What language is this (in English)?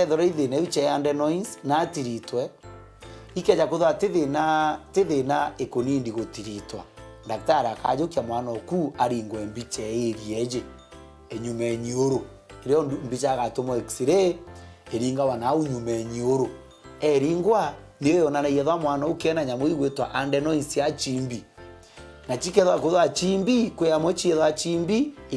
Meru